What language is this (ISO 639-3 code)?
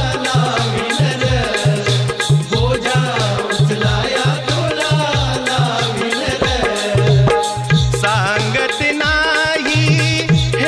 mar